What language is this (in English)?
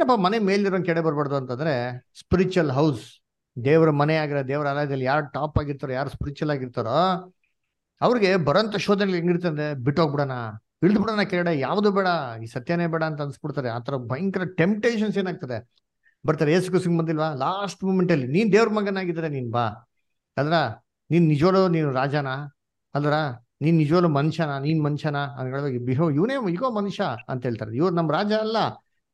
Kannada